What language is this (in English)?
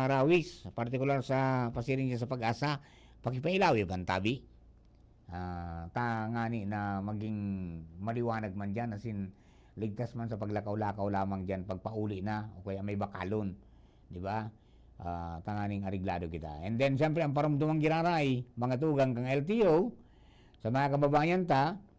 Bikol